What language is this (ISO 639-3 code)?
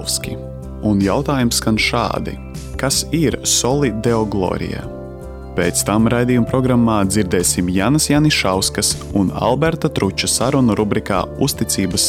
lav